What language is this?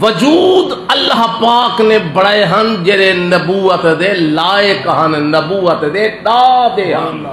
Saraiki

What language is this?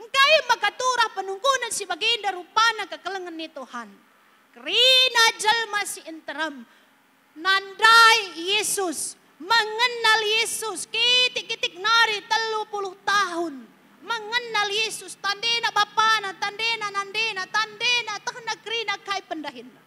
Batak Karo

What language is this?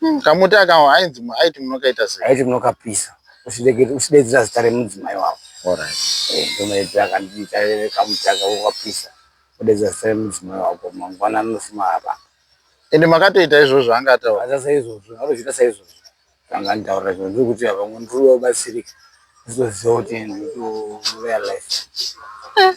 Shona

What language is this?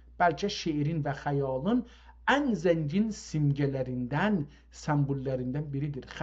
South Azerbaijani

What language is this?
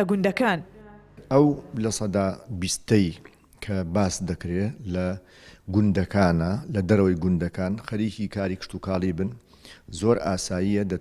Central Kurdish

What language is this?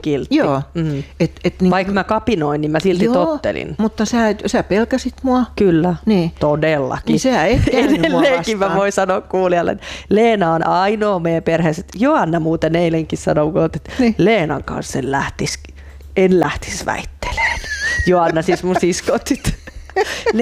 Finnish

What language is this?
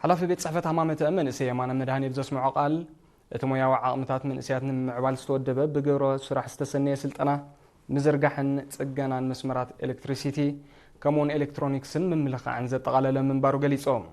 Tigrinya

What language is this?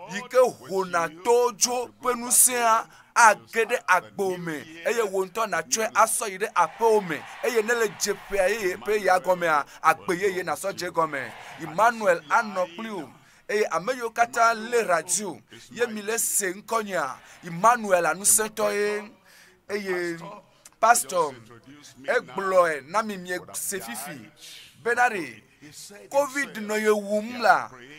Ewe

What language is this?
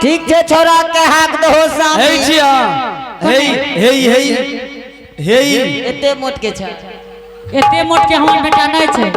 Angika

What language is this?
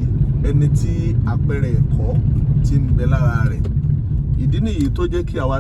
Yoruba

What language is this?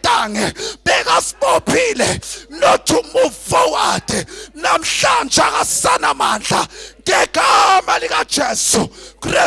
Zulu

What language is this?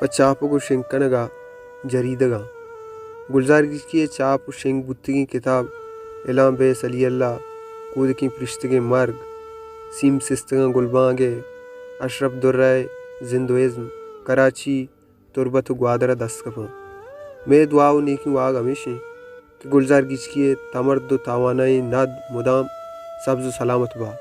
Baluchi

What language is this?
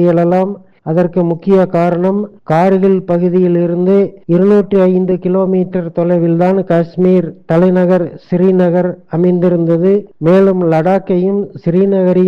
Tamil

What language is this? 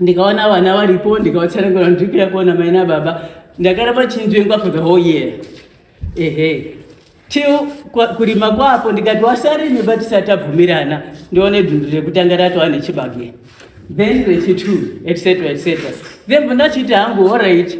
Shona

